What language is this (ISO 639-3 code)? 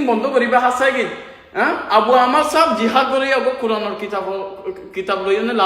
rhg